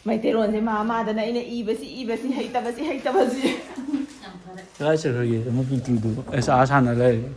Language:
Manipuri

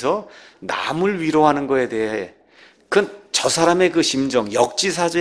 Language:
Korean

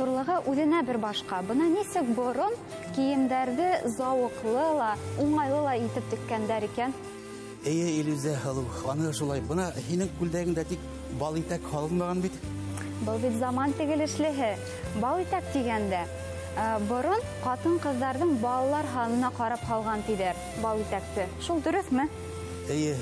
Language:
Bashkir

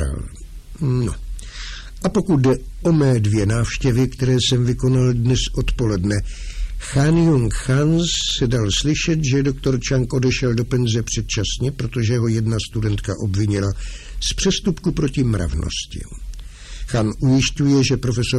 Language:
Czech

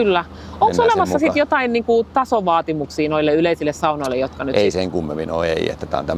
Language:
Finnish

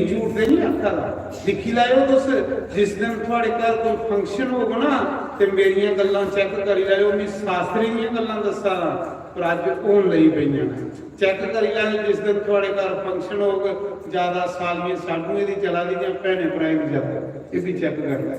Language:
Dogri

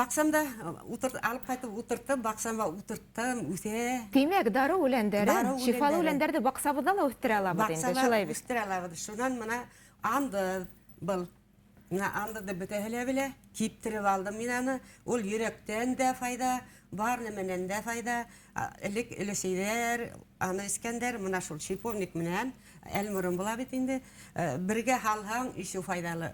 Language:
Bashkir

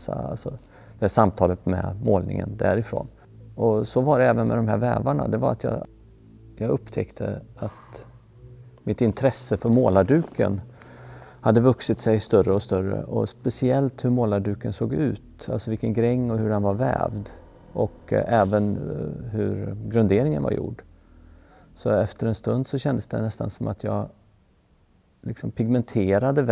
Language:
Swedish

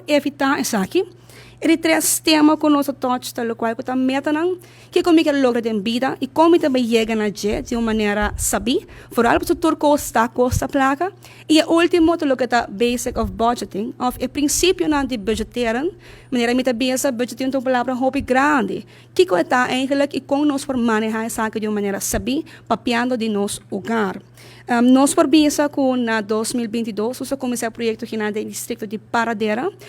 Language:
Papiamento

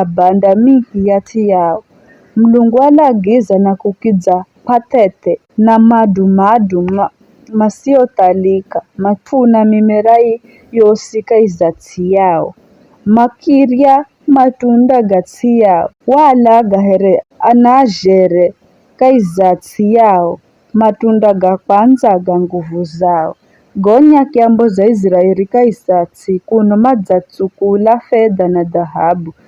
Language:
Giryama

